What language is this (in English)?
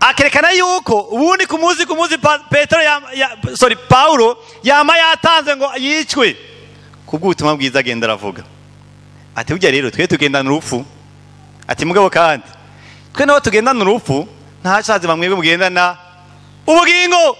Rundi